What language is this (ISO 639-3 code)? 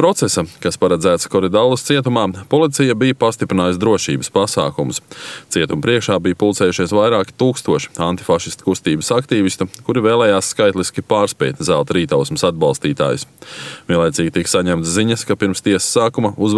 lav